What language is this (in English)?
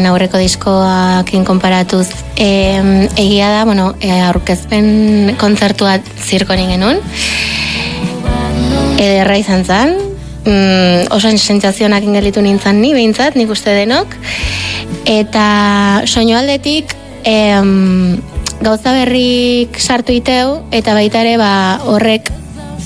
Basque